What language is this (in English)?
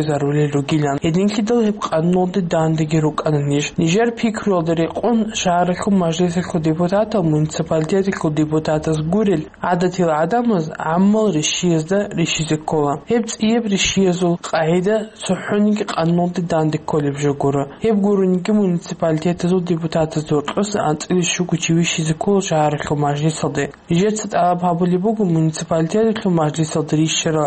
Avaric